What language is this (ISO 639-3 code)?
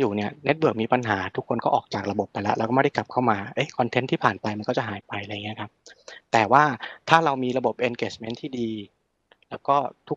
tha